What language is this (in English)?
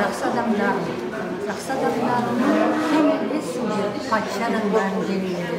Kara-Kalpak